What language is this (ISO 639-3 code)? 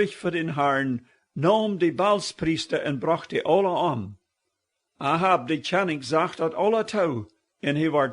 pdt